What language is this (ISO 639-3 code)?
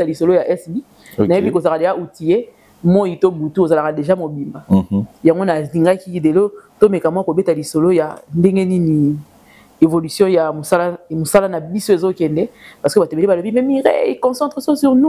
lin